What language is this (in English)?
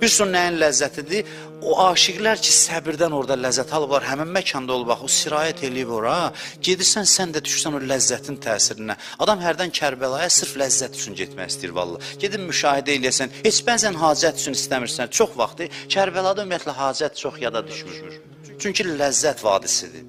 Azerbaijani